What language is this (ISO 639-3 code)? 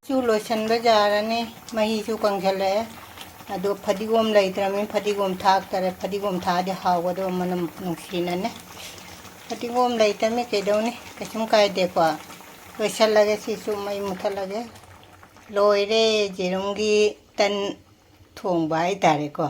mni